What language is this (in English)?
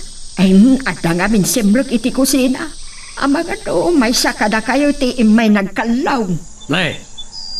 Iloko